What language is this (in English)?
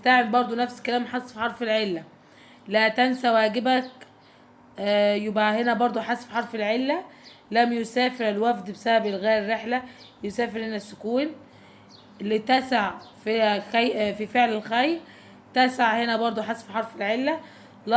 Egyptian Arabic